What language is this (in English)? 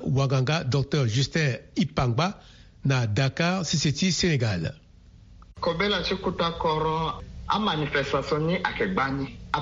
Sango